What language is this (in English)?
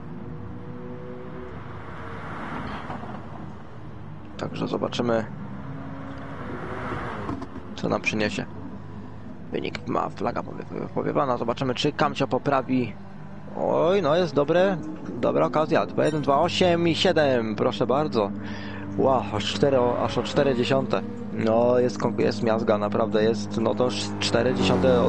Polish